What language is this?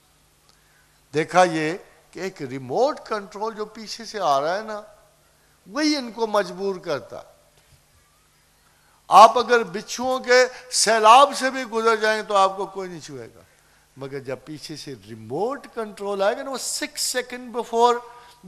Urdu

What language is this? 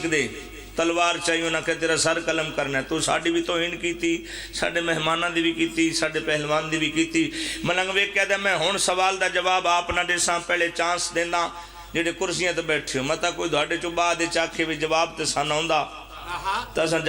Pahari-Potwari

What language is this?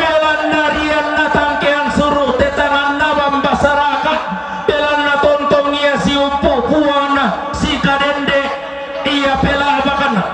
Toraja-Sa'dan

